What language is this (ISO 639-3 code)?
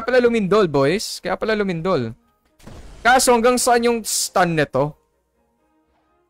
fil